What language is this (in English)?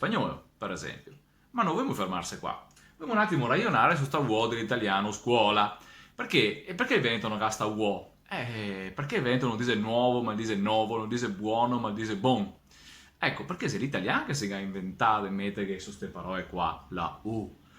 Venetian